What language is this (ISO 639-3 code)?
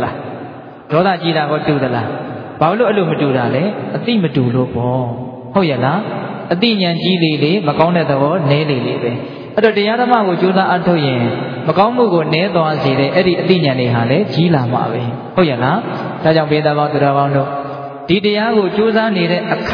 mya